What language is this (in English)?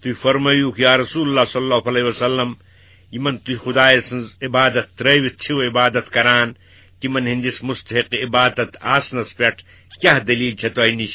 Kashmiri